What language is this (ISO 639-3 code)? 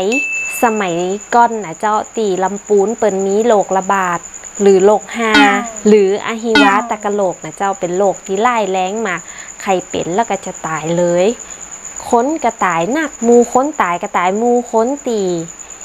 nod